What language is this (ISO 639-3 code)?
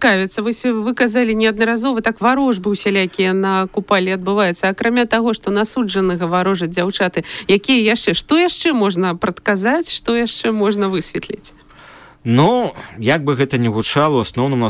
bel